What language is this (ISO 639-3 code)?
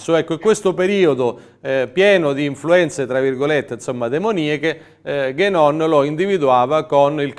ita